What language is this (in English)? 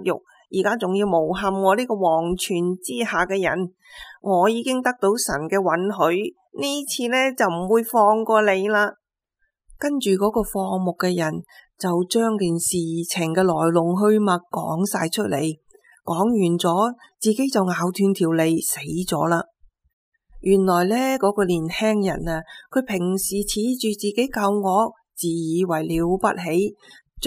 Cantonese